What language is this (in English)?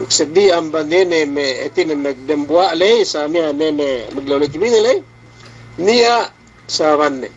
Yakan